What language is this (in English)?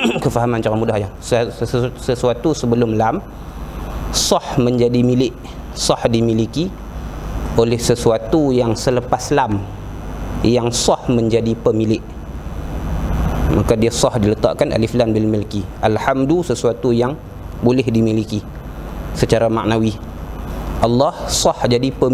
Malay